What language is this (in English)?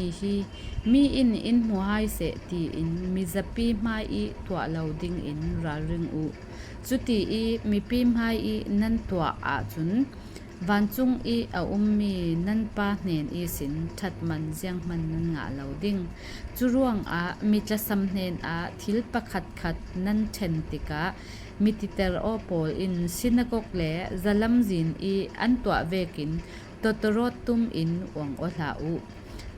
Falam Chin